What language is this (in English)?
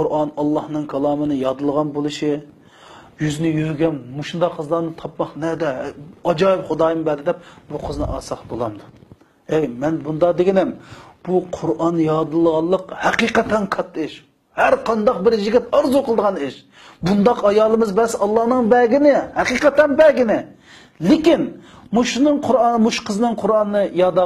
Uyghur